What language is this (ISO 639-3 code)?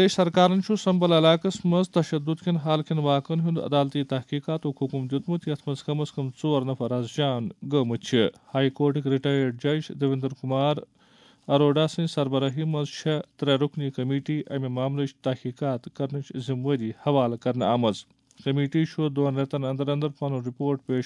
kas